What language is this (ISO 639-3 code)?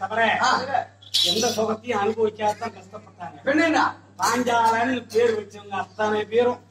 tam